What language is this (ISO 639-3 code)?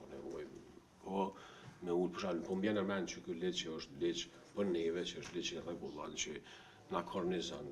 sqi